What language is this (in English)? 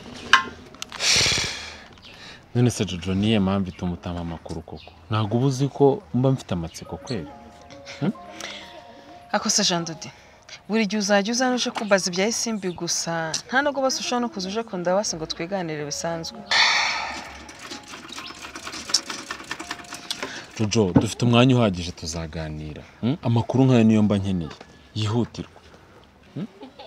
Kinyarwanda